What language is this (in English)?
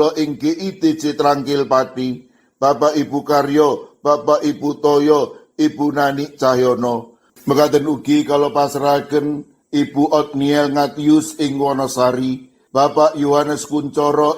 Javanese